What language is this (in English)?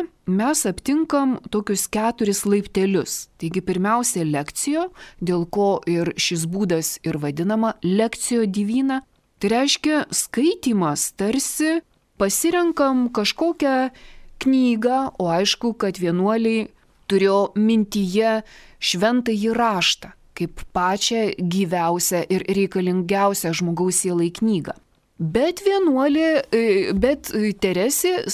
Lithuanian